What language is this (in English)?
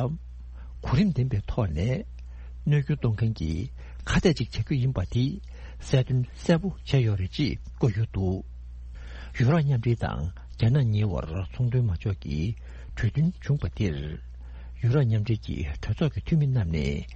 Tibetan